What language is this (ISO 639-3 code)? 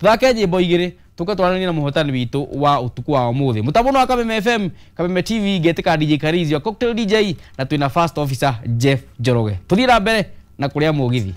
kik